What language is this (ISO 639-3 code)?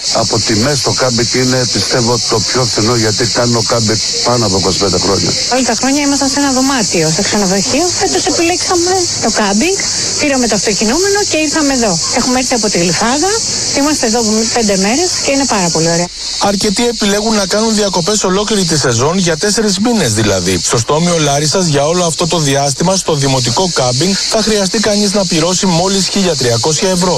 ell